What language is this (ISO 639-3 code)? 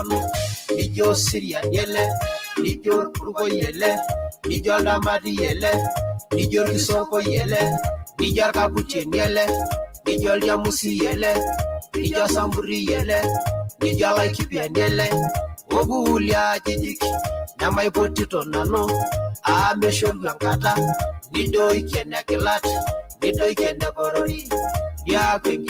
mas